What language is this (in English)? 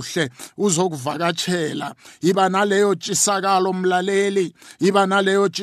South Ndebele